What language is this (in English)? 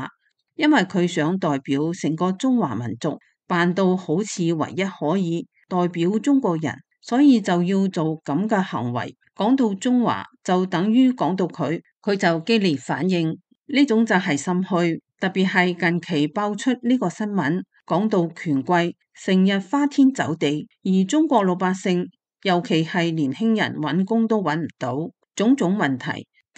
Cantonese